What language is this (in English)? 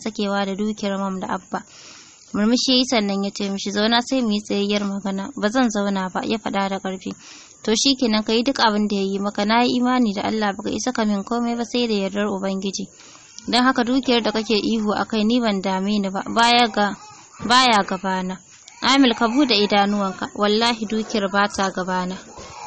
Hausa